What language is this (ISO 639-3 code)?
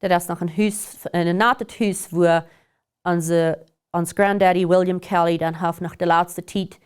pdt